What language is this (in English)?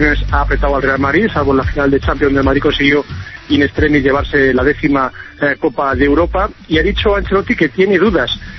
Spanish